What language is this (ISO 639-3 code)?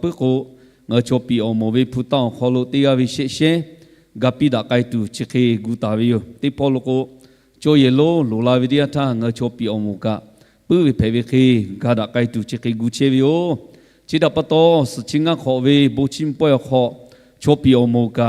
lhu